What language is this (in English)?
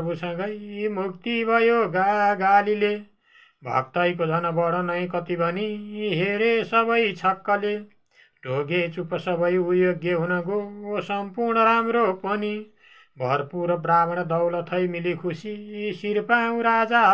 Nepali